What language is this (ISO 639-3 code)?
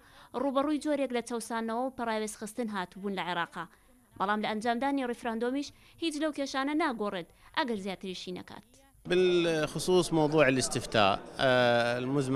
ckb